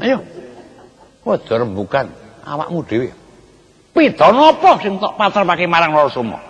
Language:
Javanese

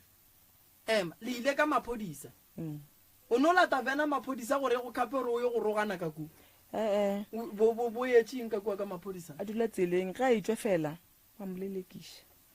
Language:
Northern Sotho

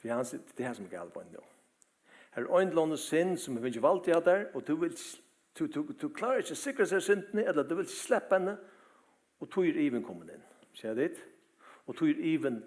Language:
Faroese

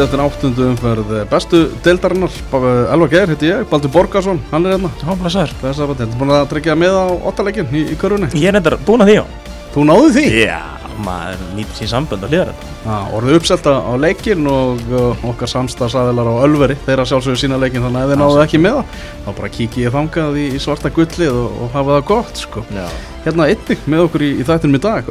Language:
Icelandic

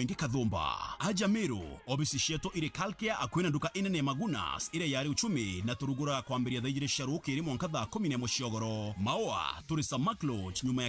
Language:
Meru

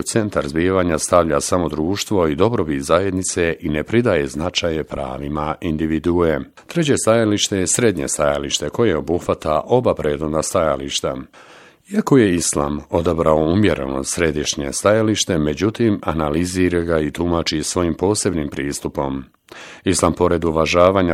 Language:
Bosnian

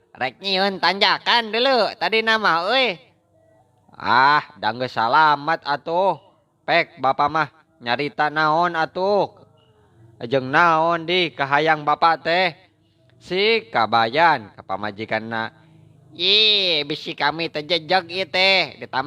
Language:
Sundanese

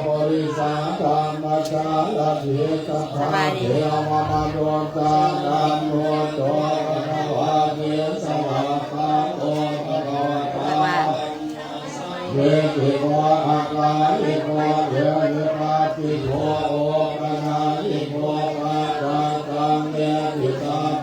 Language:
Pali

